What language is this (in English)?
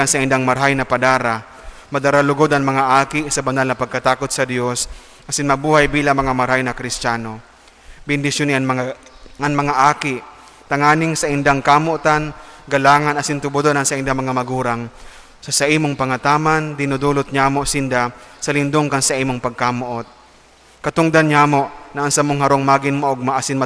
Bikol